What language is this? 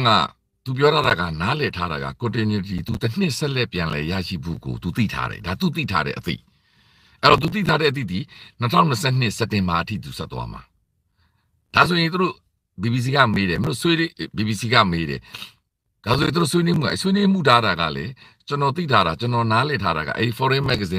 Burmese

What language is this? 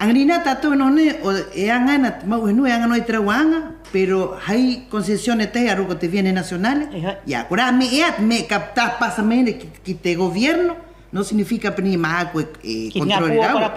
Rapanui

